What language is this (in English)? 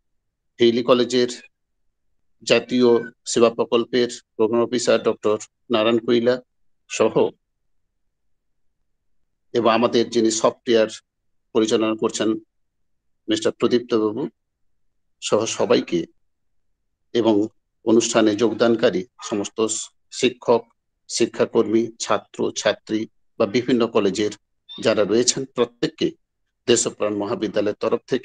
Bangla